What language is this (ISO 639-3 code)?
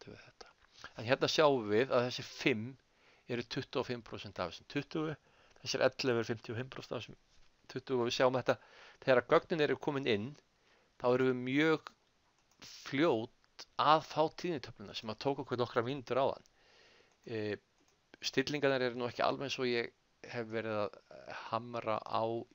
isl